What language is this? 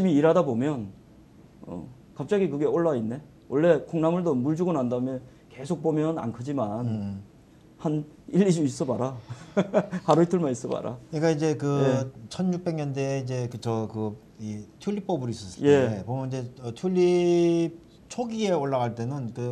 Korean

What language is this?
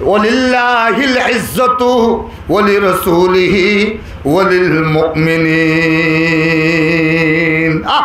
Rohingya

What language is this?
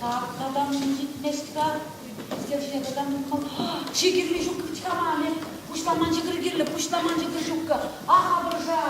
Chuvash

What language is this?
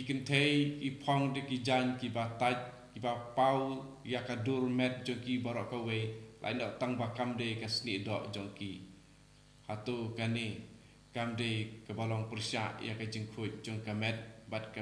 Khasi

